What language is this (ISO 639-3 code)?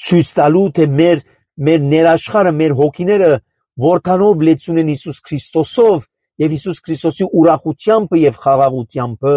hye